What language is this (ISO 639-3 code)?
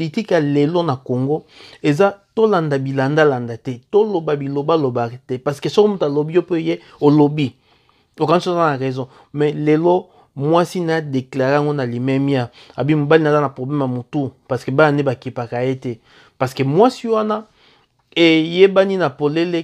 lin